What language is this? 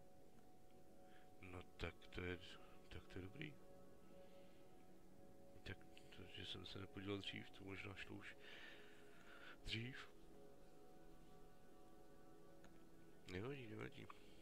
Czech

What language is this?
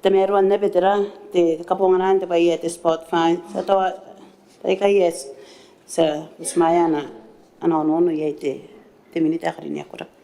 Gilbertese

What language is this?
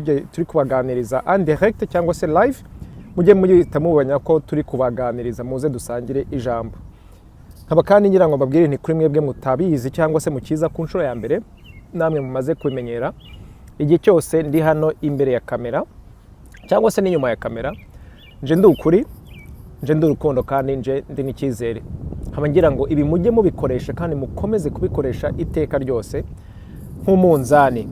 Kinyarwanda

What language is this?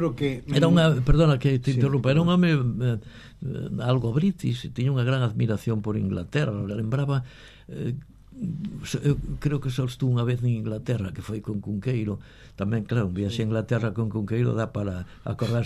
Galician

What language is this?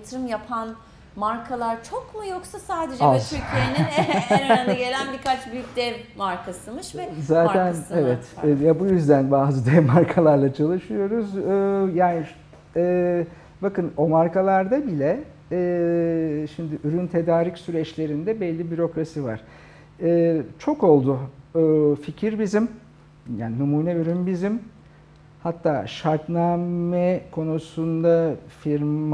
Turkish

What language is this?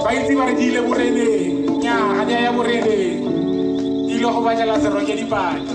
Tswana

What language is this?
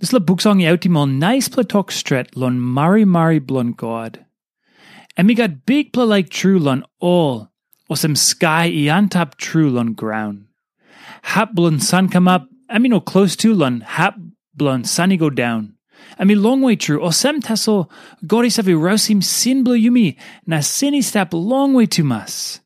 Tok Pisin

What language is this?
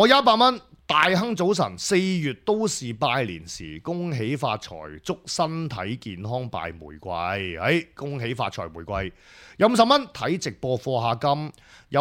Cantonese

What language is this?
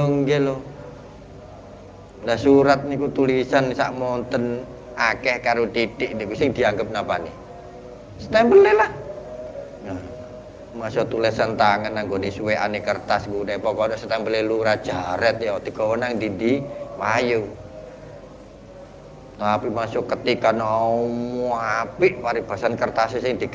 Javanese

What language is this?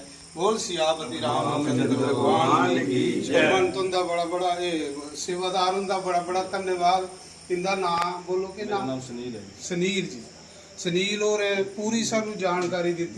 Dogri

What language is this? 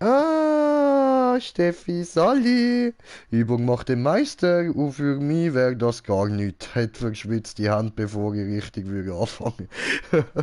Swiss German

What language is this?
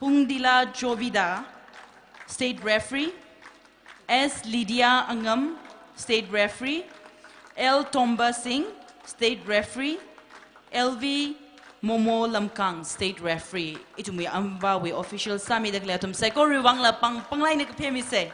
Tangkhul Naga (India)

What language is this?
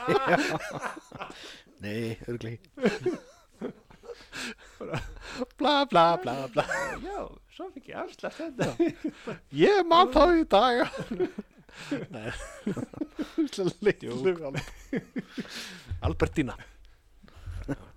Icelandic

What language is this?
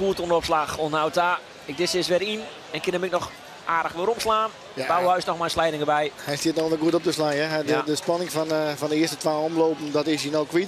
Western Frisian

